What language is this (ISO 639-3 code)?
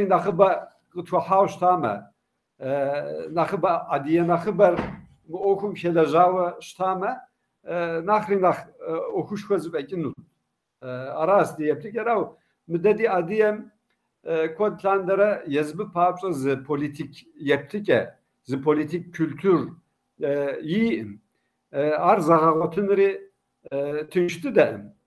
kbd